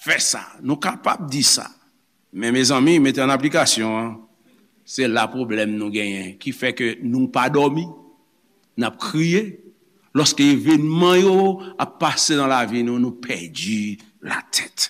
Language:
Haitian Creole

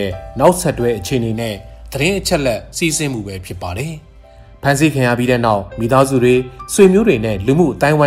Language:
Burmese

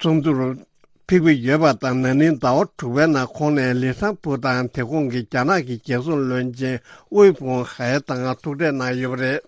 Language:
Tibetan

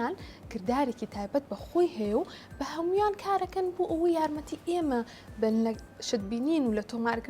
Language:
Central Kurdish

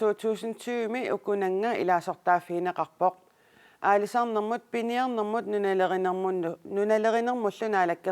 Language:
Kalaallisut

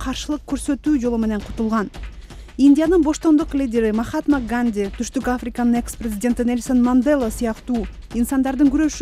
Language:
Kyrgyz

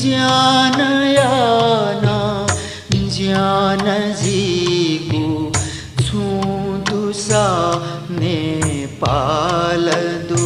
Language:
Newari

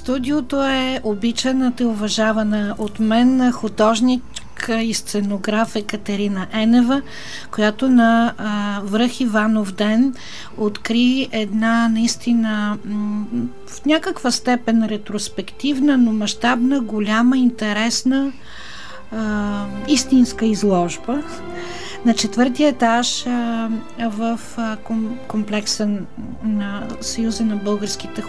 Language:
Bulgarian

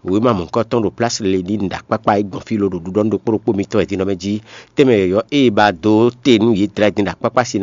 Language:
Fon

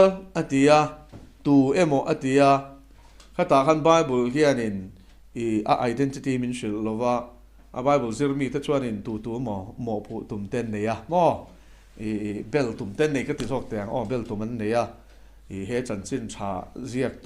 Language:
Mizo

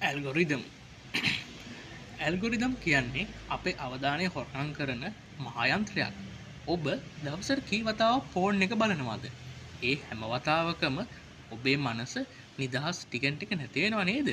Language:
Sinhala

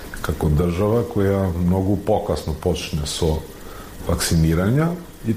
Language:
Macedonian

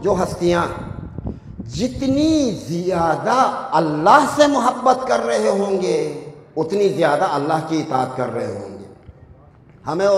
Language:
Urdu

